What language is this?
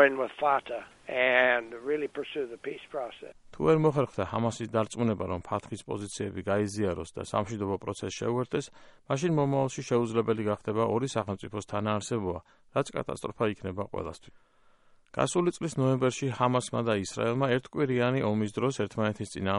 Georgian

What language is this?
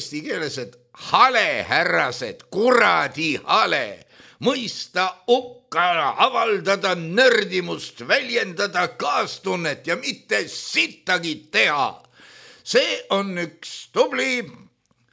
Estonian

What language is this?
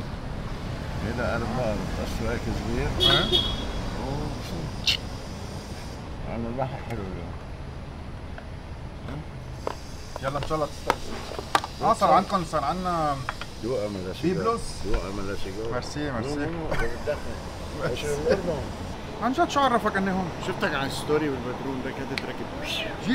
North Levantine Arabic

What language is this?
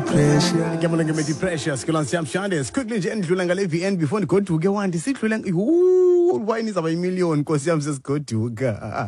Xhosa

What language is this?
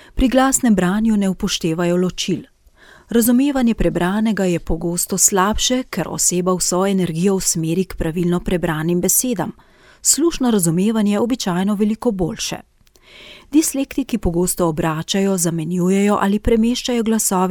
Slovenian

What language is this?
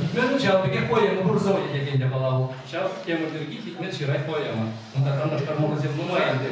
Chuvash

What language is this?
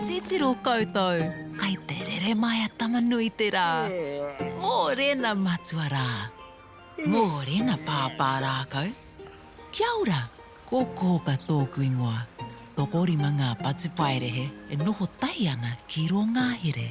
Māori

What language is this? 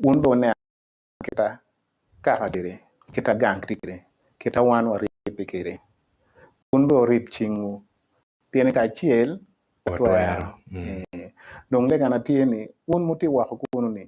Acoli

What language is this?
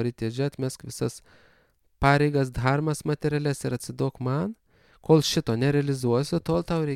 Lithuanian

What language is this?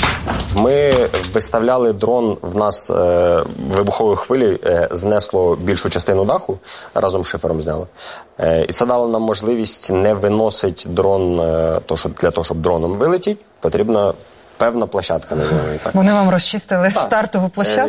Ukrainian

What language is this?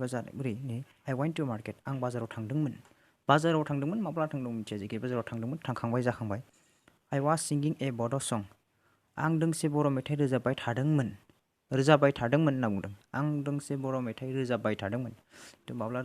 Bodo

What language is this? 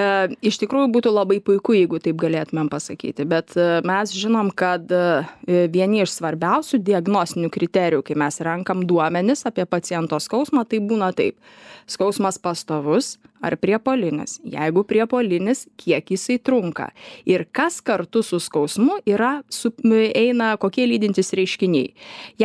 Lithuanian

